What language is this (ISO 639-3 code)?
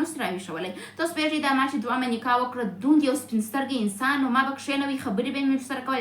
pus